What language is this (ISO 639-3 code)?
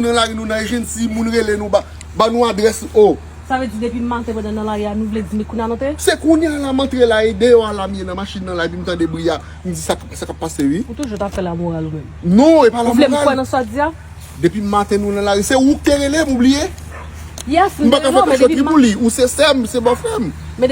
hat